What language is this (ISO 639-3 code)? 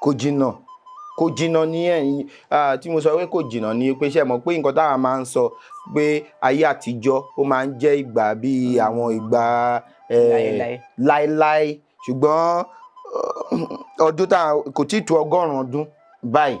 yor